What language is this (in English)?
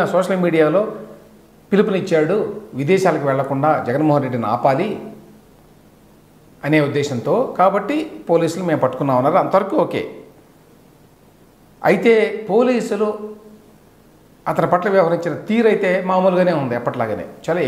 Telugu